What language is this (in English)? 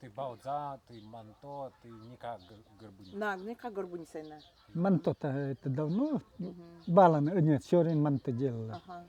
Nanai